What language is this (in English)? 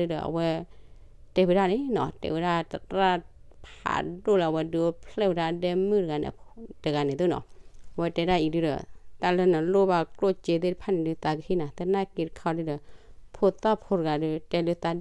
S'gaw Karen